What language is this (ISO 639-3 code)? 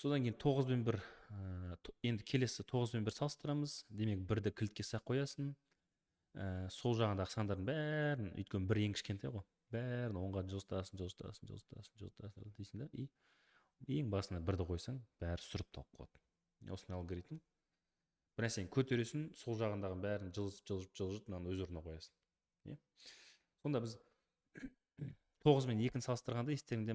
kaz